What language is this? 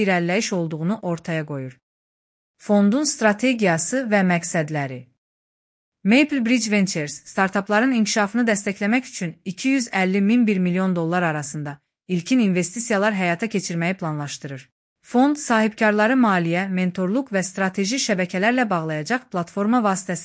Azerbaijani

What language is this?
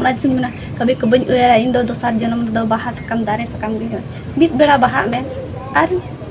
Santali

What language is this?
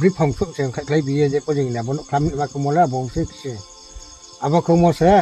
Riang (India)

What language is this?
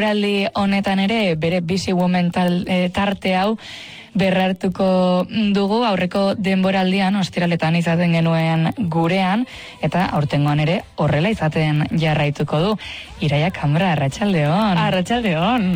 Basque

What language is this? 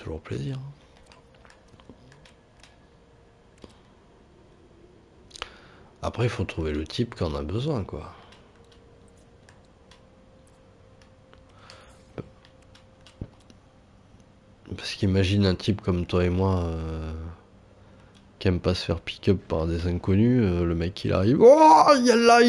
French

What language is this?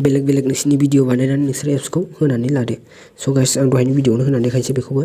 Bodo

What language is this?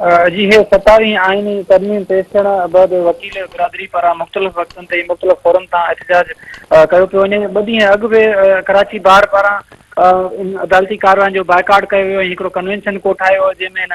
Sindhi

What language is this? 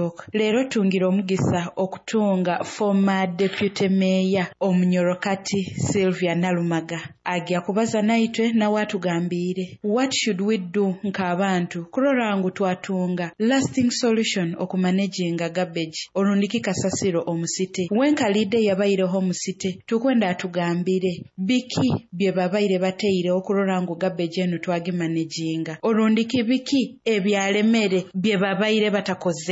Nyoro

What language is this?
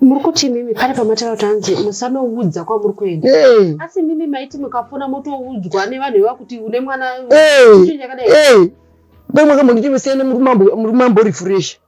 Shona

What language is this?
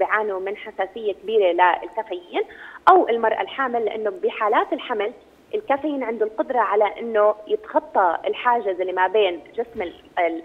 South Levantine Arabic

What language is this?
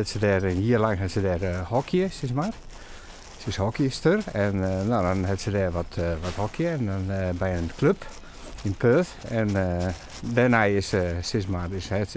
Western Frisian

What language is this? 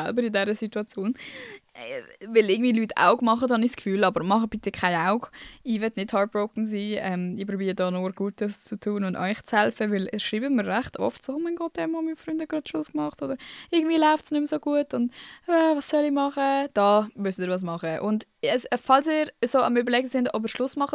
Swiss German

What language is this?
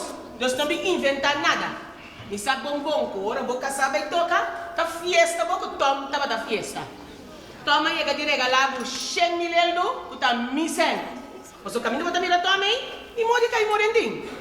Papiamento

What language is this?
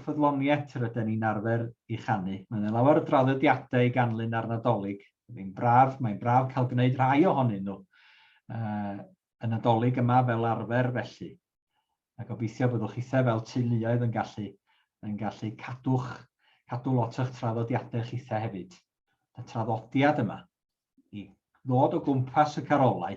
Welsh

